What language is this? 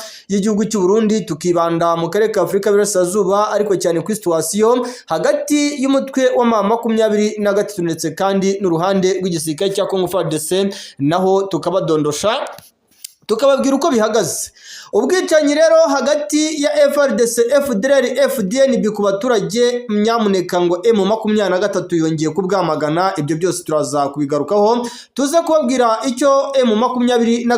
Kinyarwanda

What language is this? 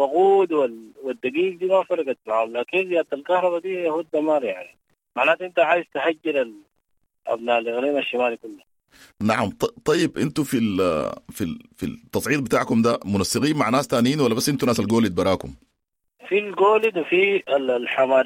Sudanese Arabic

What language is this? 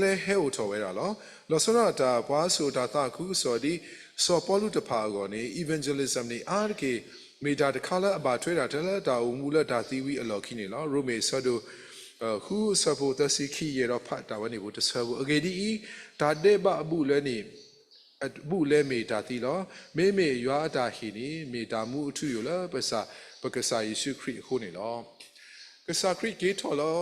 S'gaw Karen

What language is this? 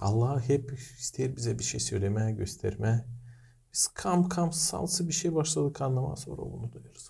Gagauz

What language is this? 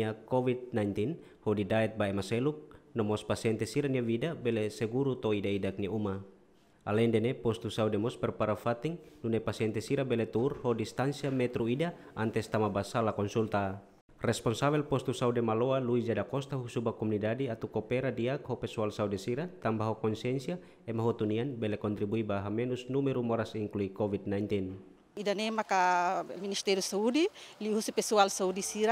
Tetum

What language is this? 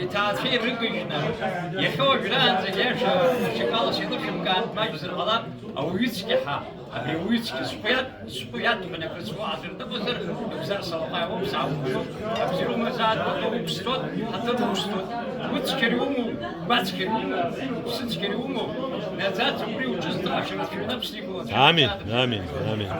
Abkhazian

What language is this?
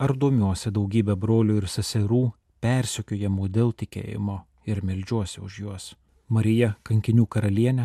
Lithuanian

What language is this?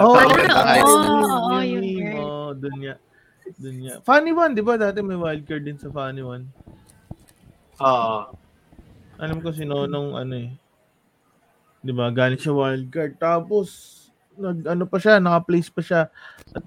Filipino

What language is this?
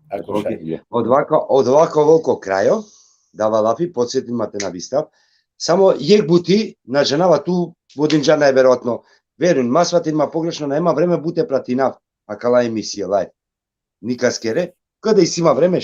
Balkan Romani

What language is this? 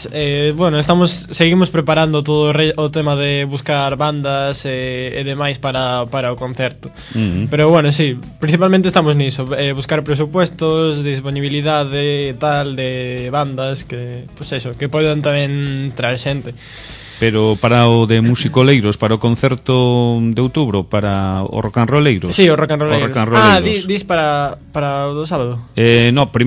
Galician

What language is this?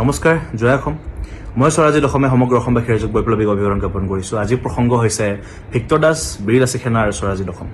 Assamese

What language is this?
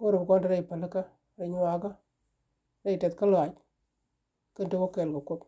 Nuer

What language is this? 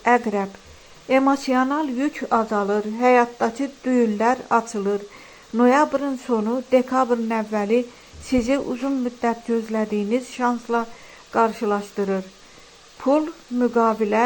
Azerbaijani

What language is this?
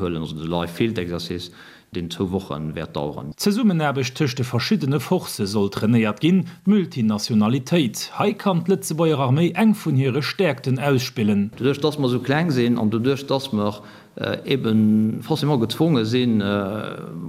Luxembourgish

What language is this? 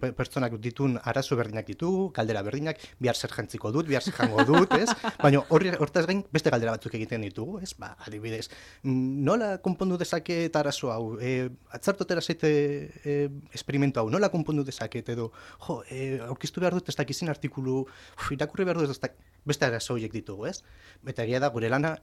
Basque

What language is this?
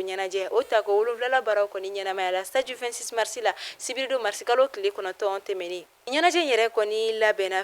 Bambara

